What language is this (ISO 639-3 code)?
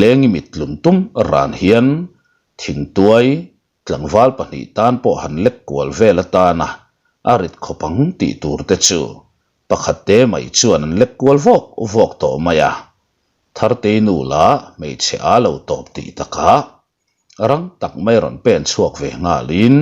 lus